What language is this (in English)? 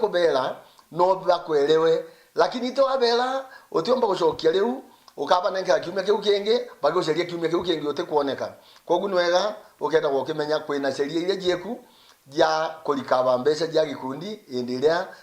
Meru